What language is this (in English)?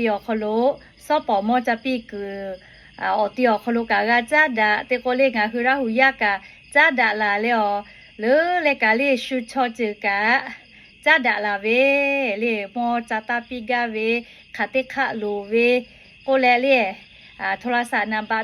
Lahu